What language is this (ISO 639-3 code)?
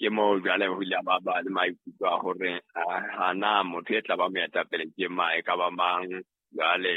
sot